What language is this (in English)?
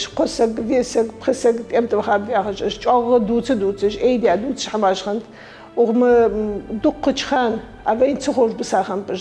Ingush